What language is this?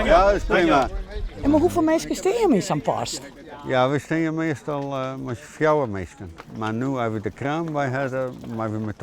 Western Frisian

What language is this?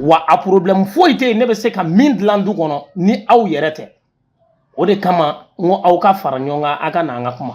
Bambara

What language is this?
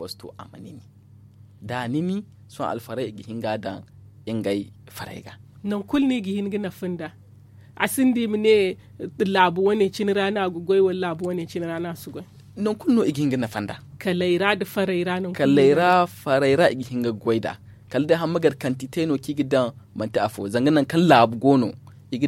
Zarma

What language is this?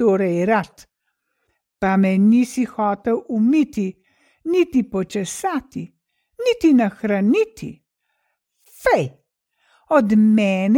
Slovenian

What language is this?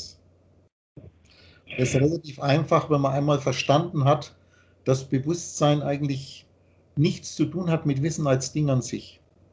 German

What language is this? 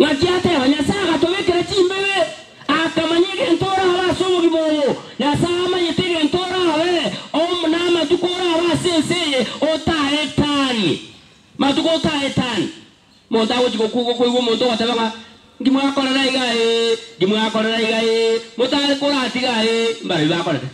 Gusii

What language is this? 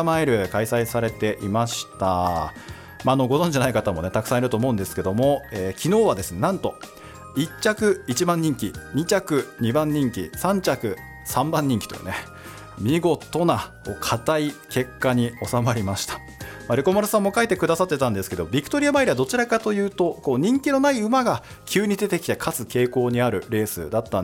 Japanese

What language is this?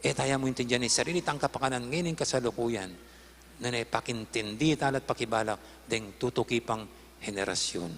Pampanga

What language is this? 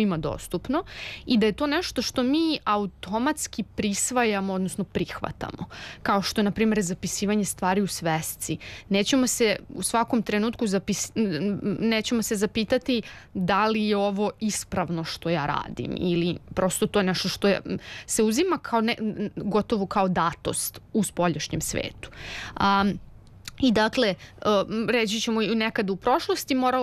Serbian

